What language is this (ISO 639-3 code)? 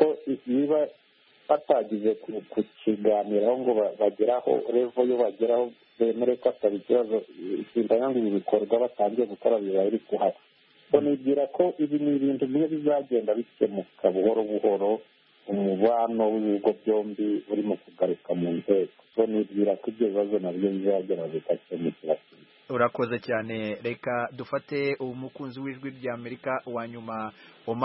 kin